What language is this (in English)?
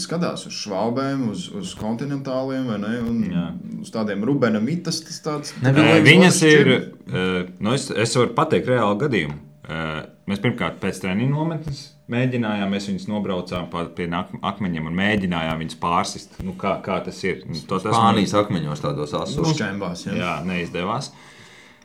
Latvian